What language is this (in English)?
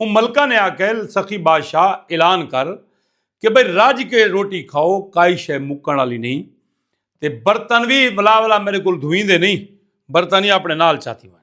Saraiki